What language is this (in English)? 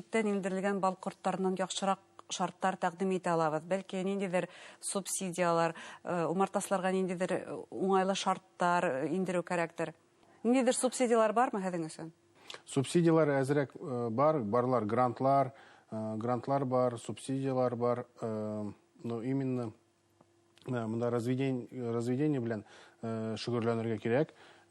Bashkir